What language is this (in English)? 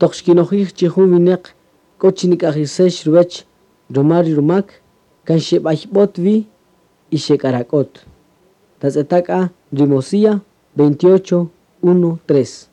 Kaqchikel